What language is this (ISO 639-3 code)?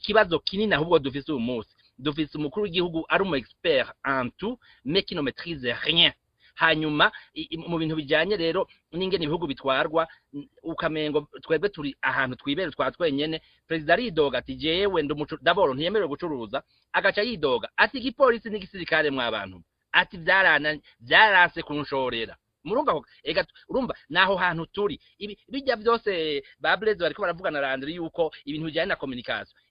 run